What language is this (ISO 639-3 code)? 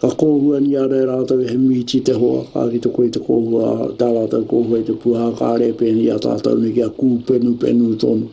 mri